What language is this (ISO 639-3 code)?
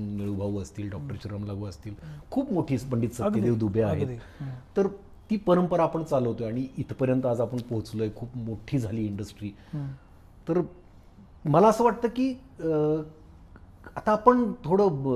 mar